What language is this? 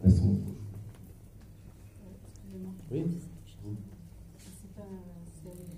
French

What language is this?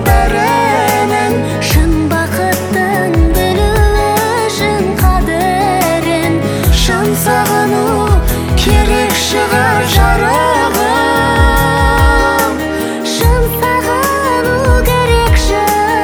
Kazakh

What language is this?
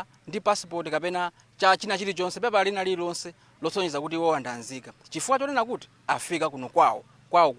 Nyanja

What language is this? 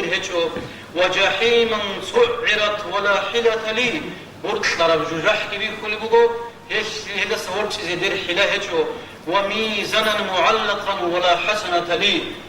Avaric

